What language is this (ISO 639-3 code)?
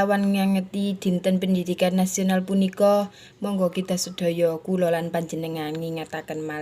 jav